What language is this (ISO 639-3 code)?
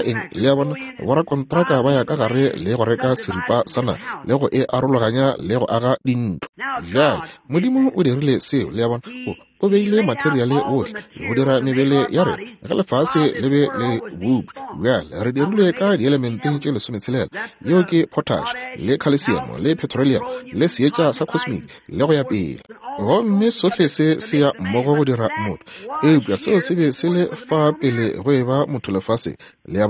nso